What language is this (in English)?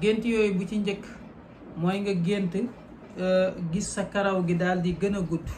Wolof